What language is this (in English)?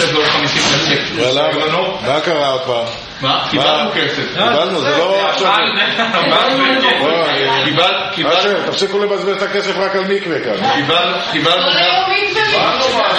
Hebrew